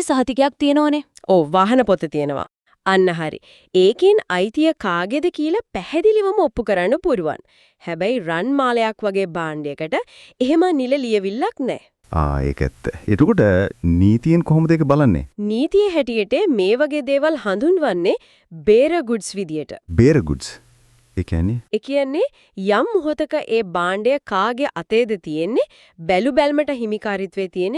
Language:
Sinhala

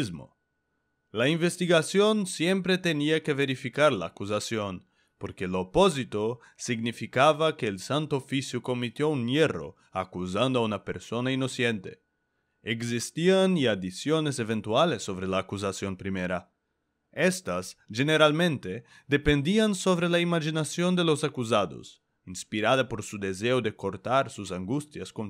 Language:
Ladino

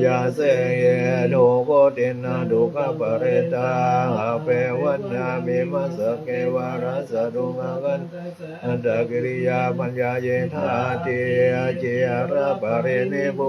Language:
Pali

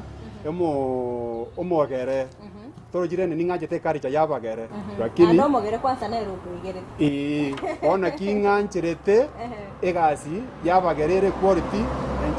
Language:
Gusii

